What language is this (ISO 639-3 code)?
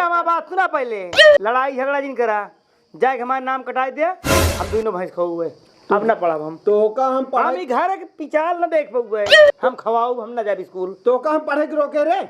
awa